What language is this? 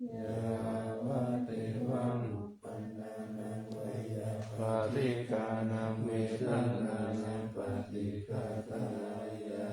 Pali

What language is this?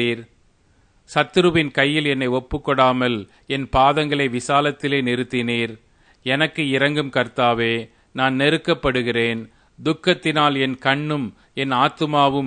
Tamil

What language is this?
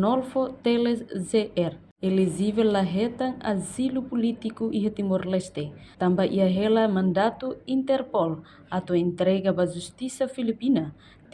Tetum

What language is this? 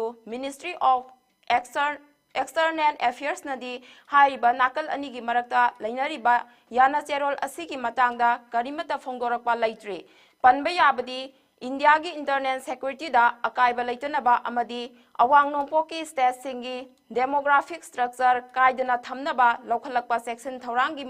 Manipuri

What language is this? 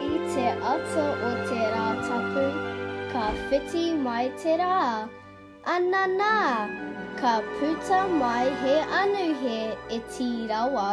Māori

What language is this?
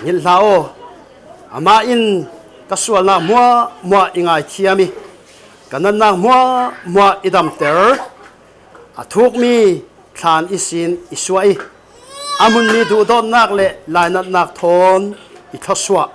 Falam Chin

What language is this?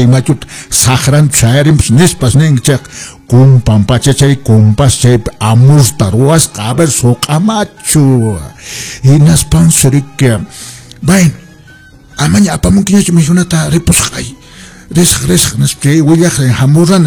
Quechua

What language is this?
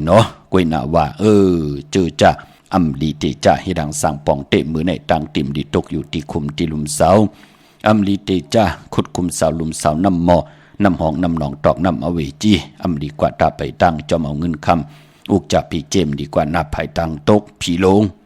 Shan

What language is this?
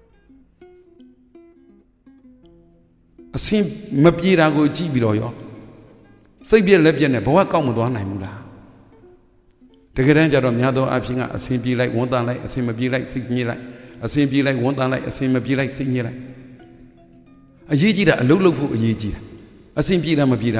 Burmese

